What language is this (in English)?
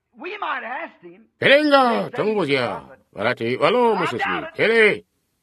Tonga (Zambia)